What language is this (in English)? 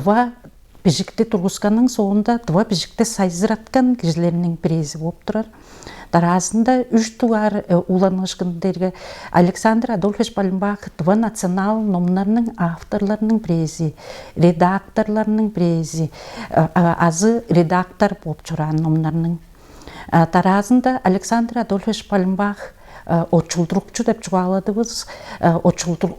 Tuvinian